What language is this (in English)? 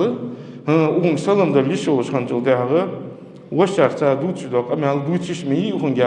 Ingush